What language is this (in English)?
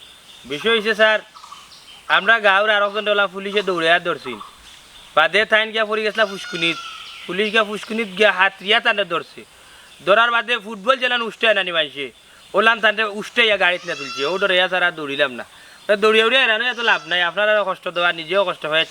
Sylheti